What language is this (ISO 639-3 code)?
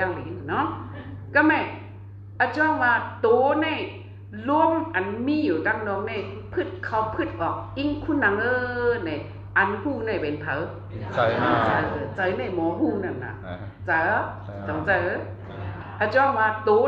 shn